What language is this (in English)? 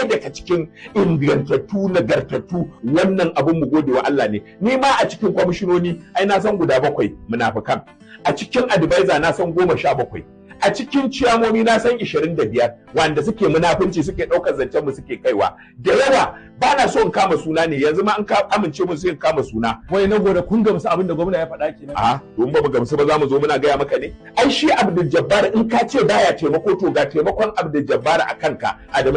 Hausa